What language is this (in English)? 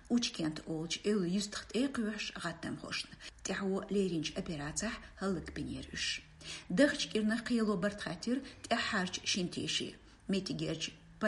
Chechen